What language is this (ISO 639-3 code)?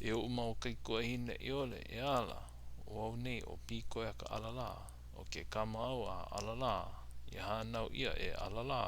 haw